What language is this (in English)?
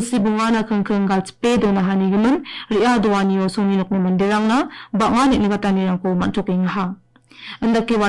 Garo